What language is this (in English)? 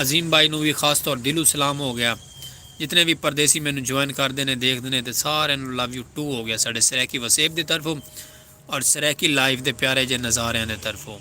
Saraiki